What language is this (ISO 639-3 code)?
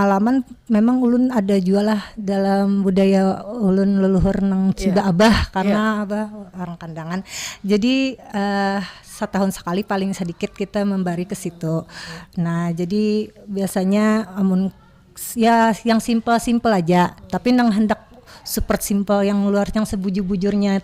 bjn